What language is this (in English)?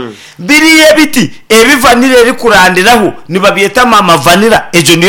Nyankole